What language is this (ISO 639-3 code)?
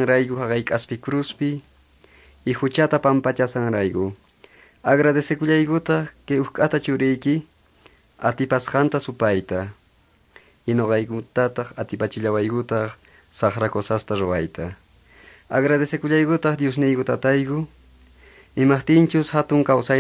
que